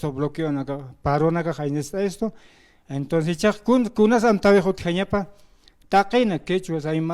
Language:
Aymara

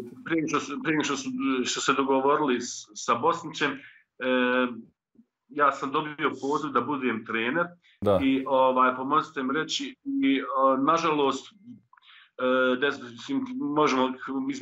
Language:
Bosnian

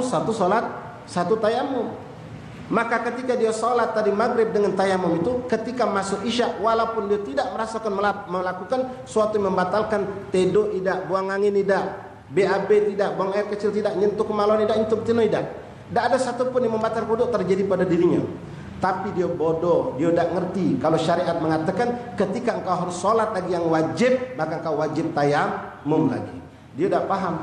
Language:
Musi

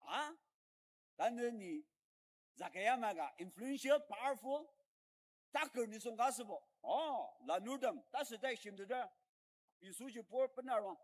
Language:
Ao Naga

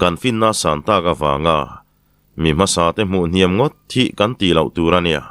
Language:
Mizo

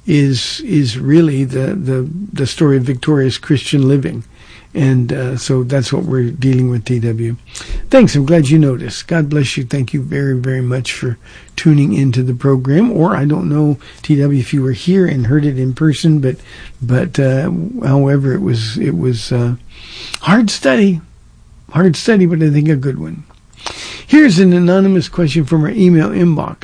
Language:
English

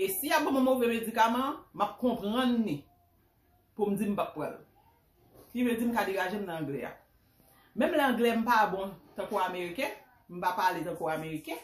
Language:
Haitian Creole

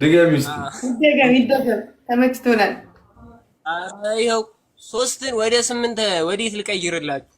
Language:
Amharic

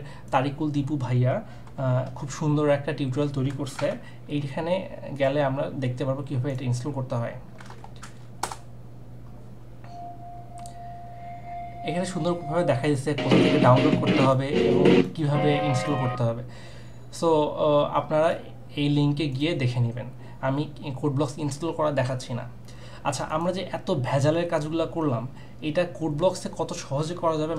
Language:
Bangla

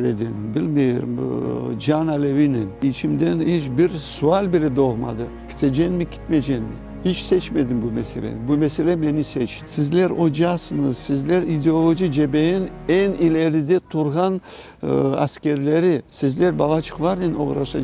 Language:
Crimean Tatar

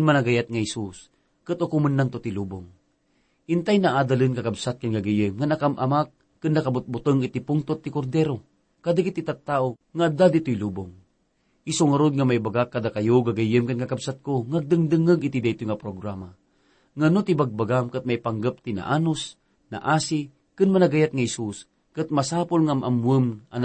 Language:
Iloko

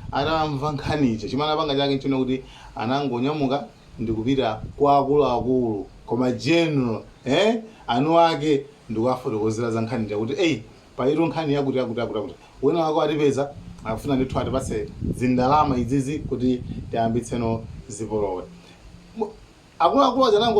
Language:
Nyanja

